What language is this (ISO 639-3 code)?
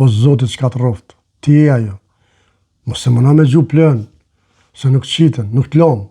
sqi